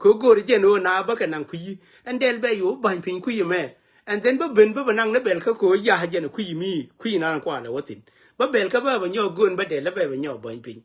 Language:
Nuer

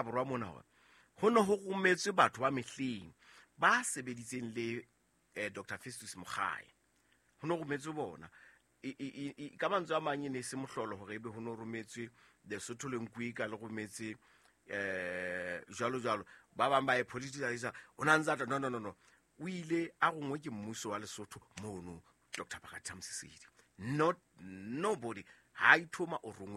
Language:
Southern Sotho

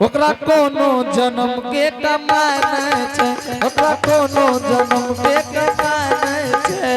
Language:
Angika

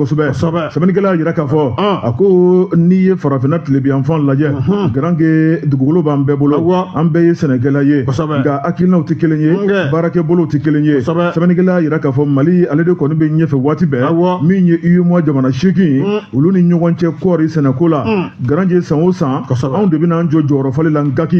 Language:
Bambara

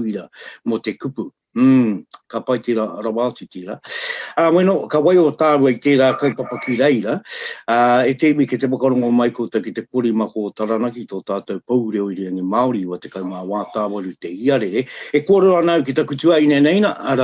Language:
Māori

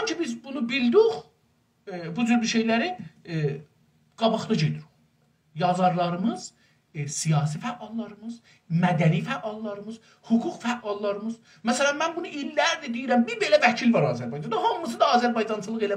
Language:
South Azerbaijani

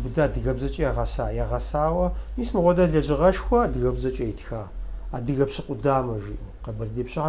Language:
Kabardian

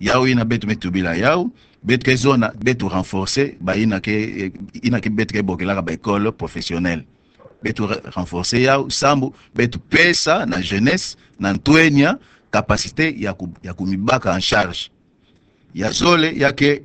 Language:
Kituba (Democratic Republic of Congo)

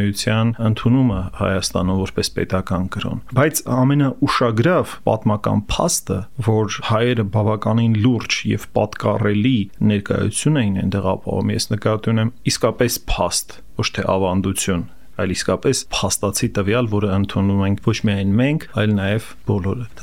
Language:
Armenian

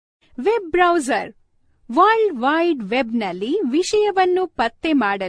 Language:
Kannada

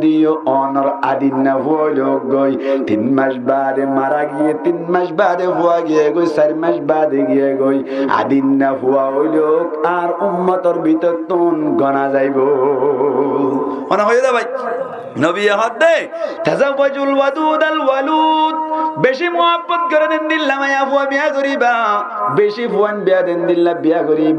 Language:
Rohingya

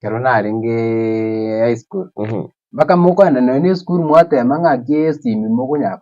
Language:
Gusii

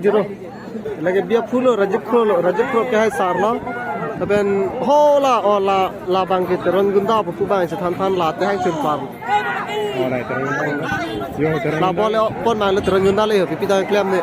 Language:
Karbi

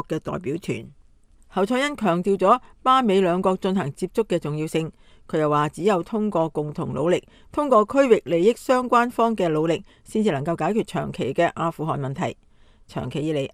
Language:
Cantonese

